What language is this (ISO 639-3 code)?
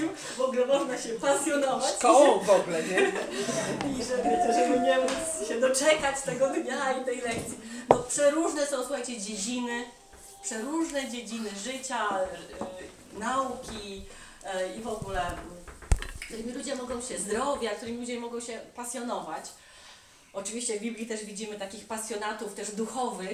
pol